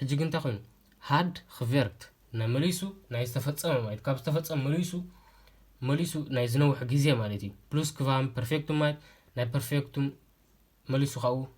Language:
Tigrinya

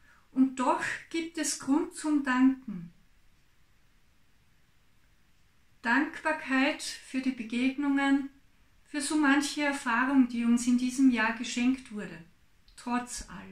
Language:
German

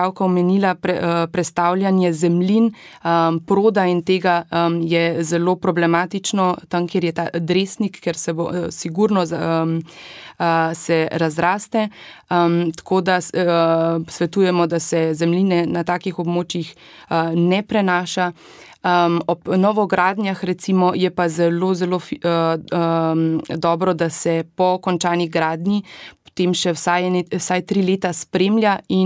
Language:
Slovenian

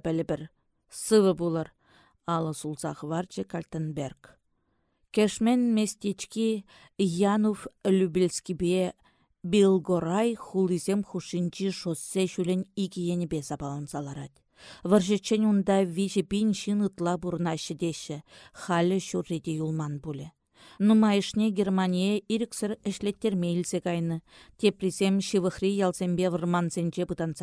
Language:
Chuvash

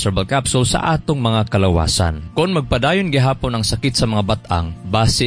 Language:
Cebuano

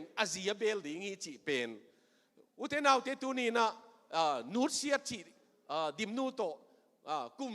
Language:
Tedim Chin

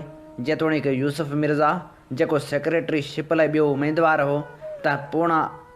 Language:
Sindhi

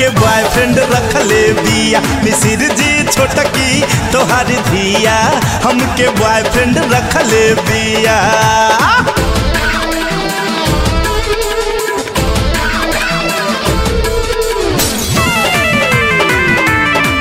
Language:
Bhojpuri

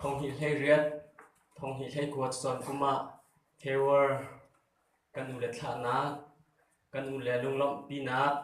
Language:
Hakha Chin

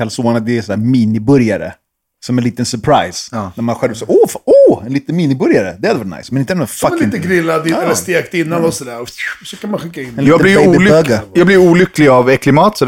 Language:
Swedish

